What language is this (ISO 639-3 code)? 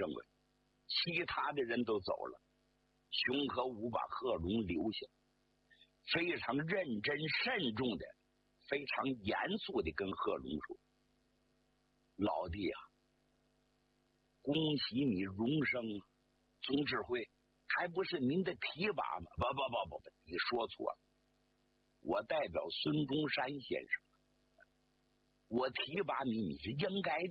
zho